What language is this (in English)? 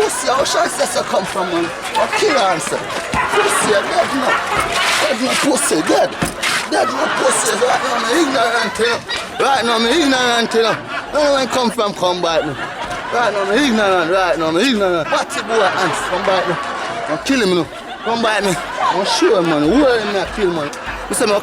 Jamaican Creole English